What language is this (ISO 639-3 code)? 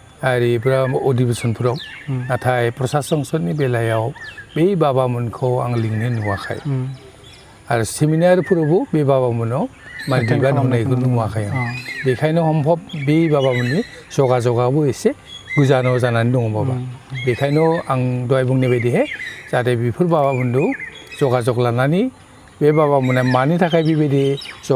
brx